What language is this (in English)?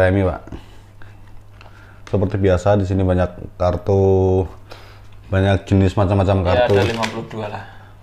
Indonesian